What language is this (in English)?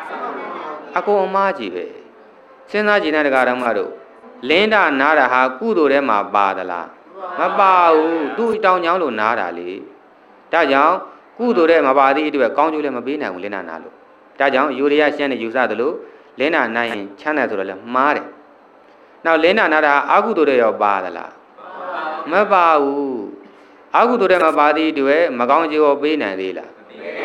Burmese